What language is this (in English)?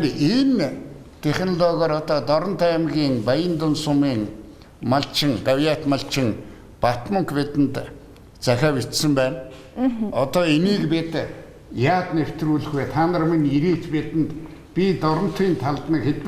Mongolian